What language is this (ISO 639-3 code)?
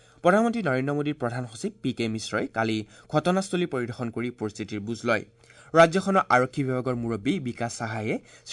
asm